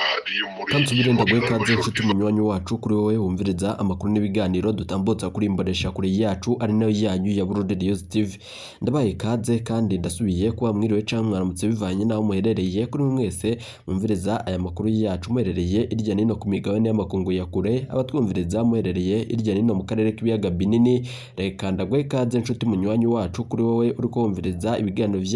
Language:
Rundi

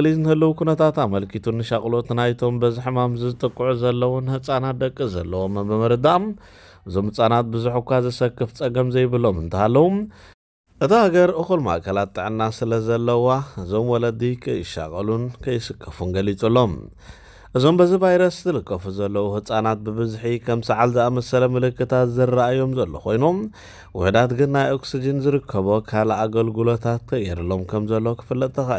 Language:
Tigrinya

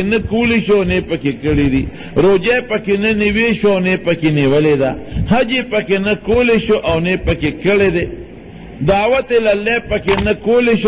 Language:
Pashto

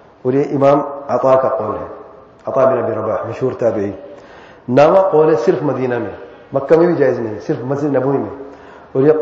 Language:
Urdu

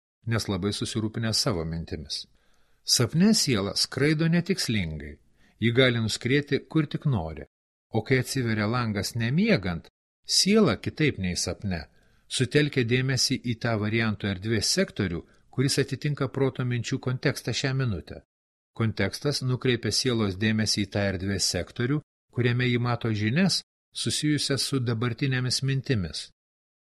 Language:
Lithuanian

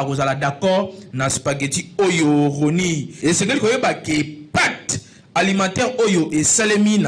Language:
Lingala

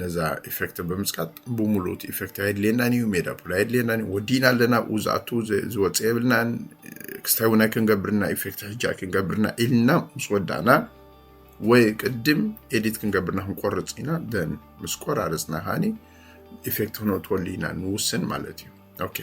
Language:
Tigrinya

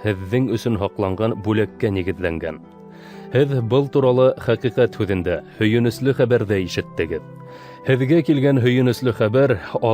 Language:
Bashkir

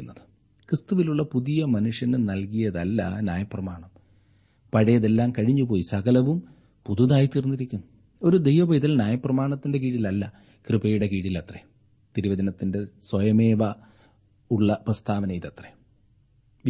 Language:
Malayalam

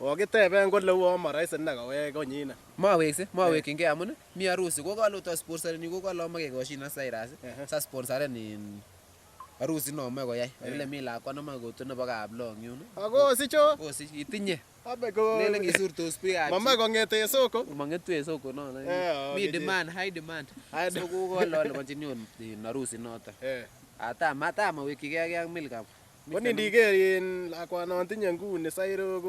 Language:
Kalenjin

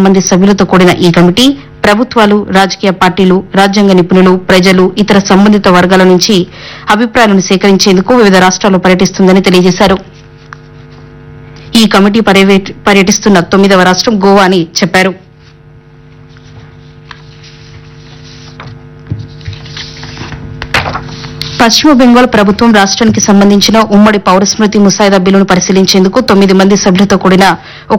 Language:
Telugu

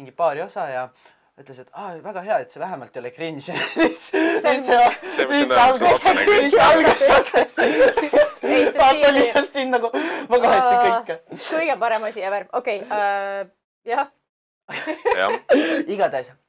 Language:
Estonian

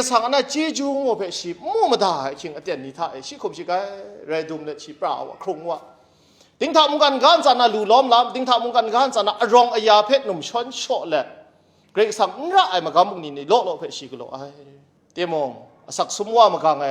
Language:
Kachin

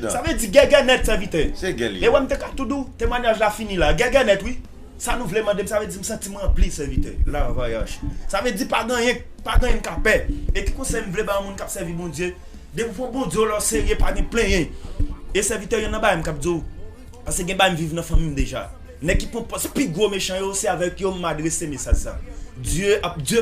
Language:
Haitian Creole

